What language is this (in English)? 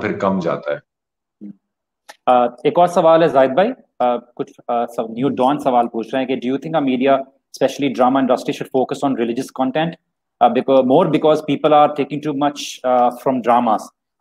Urdu